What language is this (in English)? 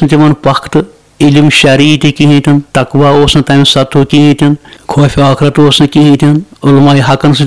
Kashmiri